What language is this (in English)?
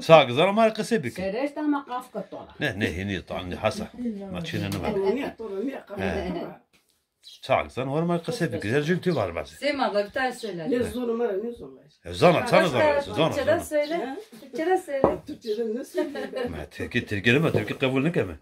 Zaza